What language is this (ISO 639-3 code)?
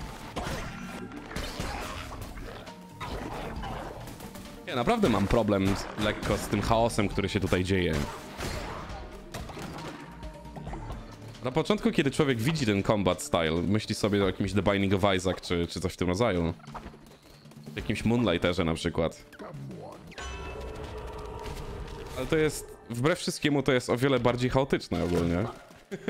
pol